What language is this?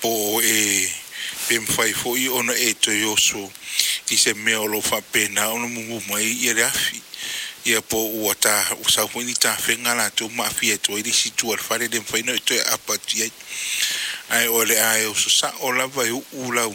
Samoan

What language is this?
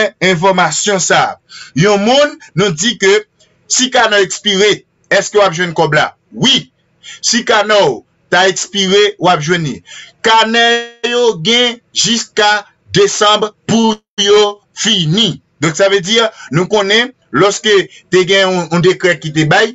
Haitian Creole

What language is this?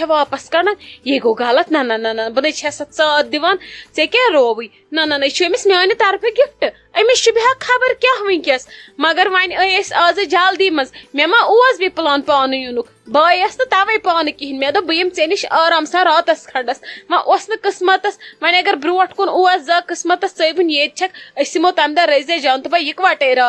Kashmiri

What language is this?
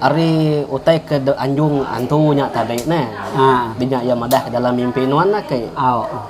Iban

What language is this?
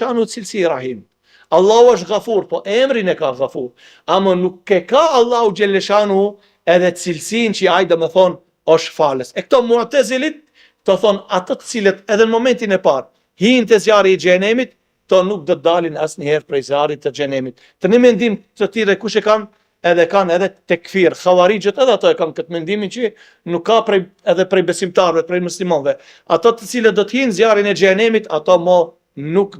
Albanian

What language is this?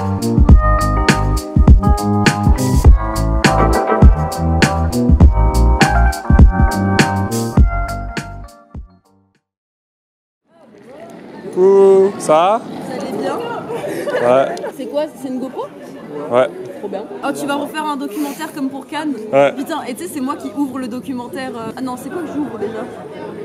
French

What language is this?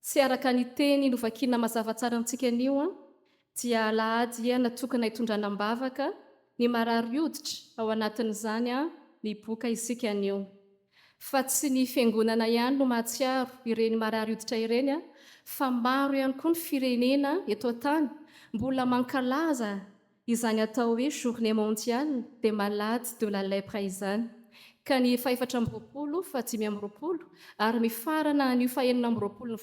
Malagasy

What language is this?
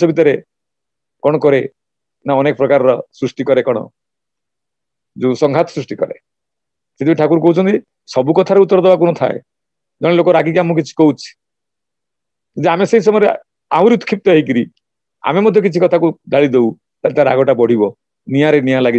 Odia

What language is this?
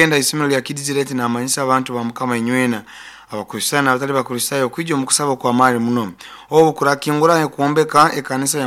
Nyoro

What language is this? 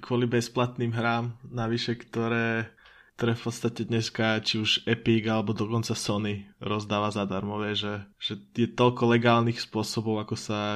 Slovak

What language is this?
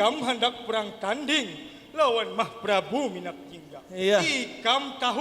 Banjar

